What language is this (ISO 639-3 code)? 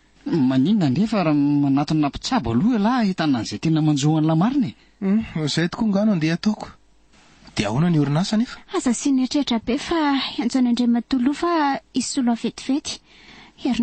mlg